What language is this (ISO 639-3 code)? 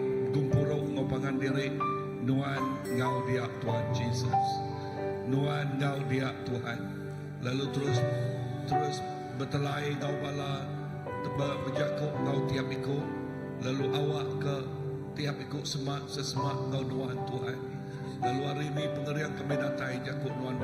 iba